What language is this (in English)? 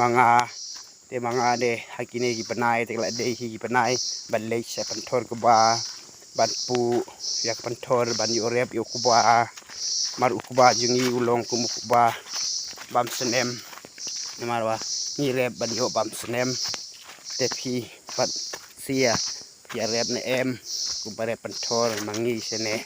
Khasi